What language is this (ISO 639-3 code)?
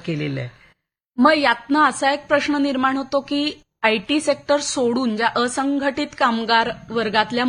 mar